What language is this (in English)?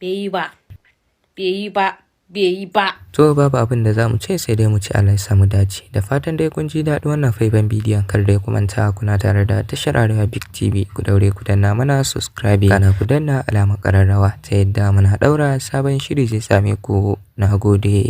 Hausa